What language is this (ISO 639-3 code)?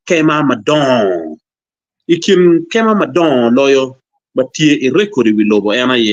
ach